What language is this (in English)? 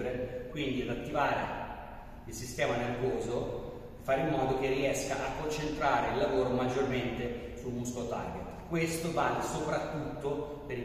Italian